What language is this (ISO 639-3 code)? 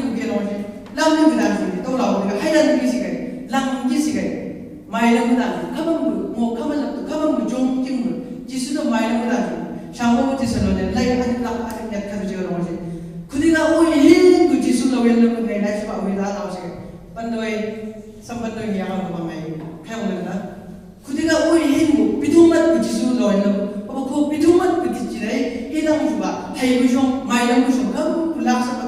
nbc